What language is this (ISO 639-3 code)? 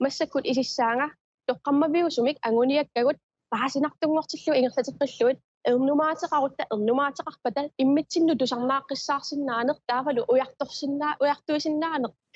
kal